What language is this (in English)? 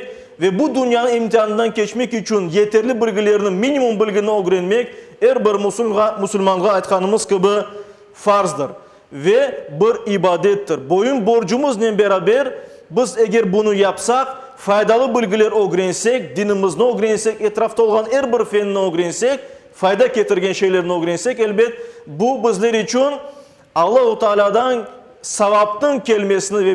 Crimean Tatar